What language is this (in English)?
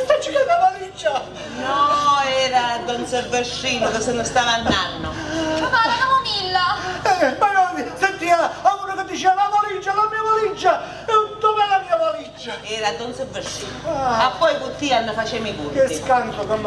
Sicilian